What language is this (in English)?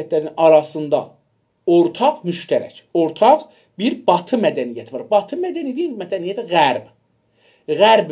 South Azerbaijani